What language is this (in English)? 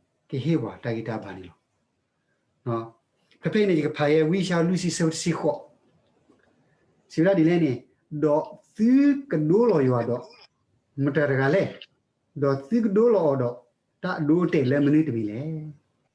S'gaw Karen